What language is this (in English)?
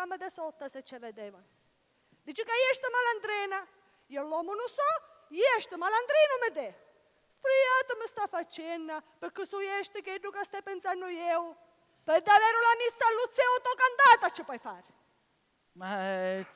Sicilian